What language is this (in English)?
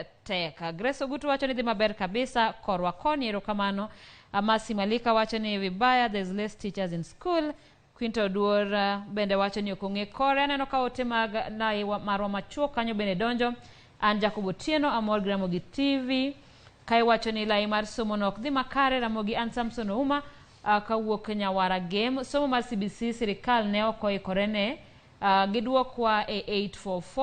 Luo (Kenya and Tanzania)